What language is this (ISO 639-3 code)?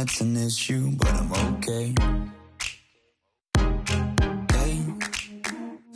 tha